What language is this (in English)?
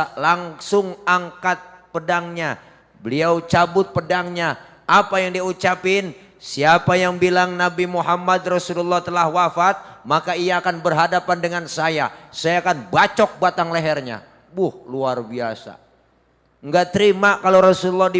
Betawi